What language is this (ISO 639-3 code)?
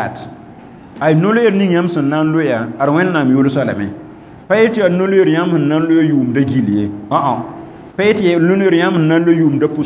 mos